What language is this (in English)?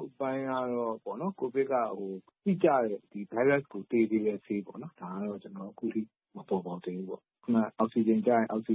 Burmese